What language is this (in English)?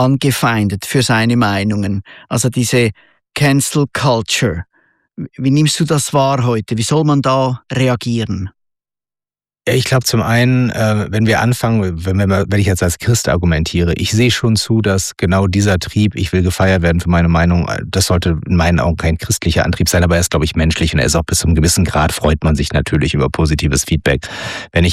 German